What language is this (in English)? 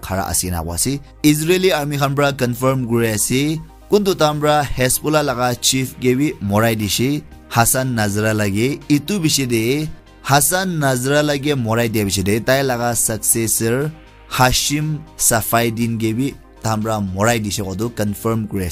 Naga Pidgin